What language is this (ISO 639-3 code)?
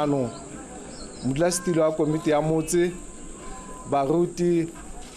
tsn